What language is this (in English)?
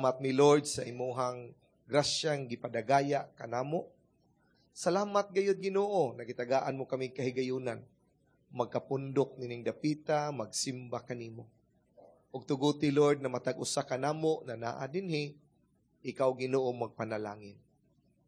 Cebuano